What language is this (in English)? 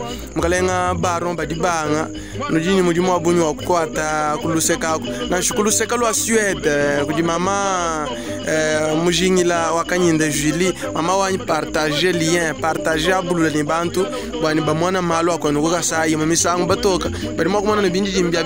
Luba-Lulua